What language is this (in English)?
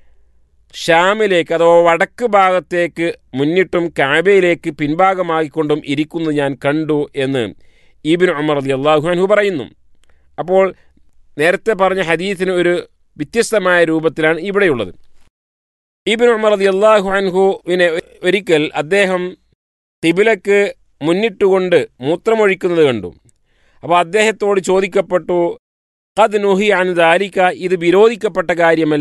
Malayalam